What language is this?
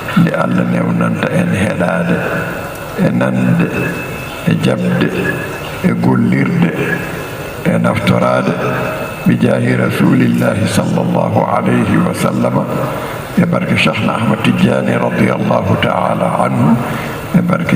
Fula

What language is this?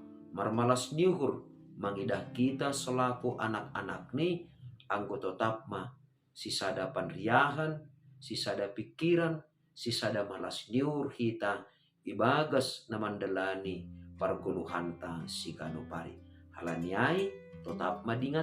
Batak Simalungun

